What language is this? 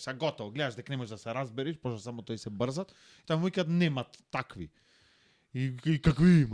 Macedonian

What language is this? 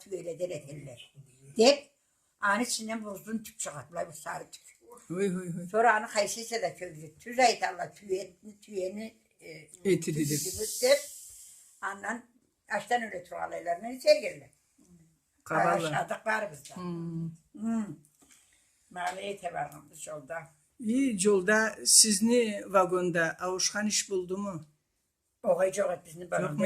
Karachay-Balkar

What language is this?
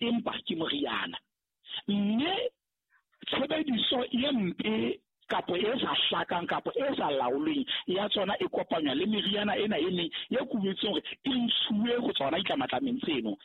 Southern Sotho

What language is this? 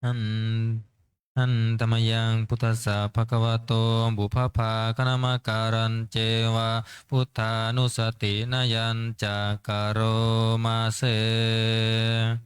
Pali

